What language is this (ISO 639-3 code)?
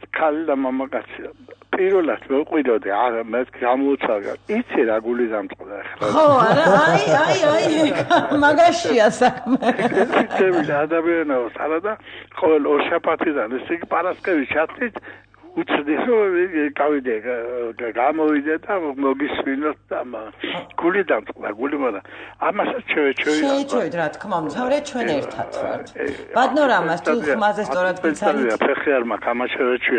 kat